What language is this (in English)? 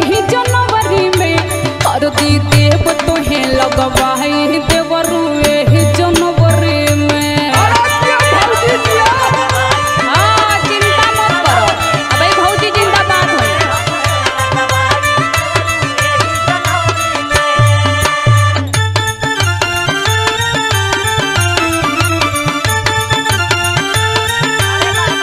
Bhojpuri